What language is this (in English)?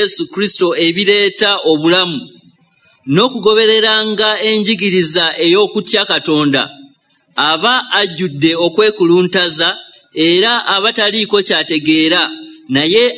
Ganda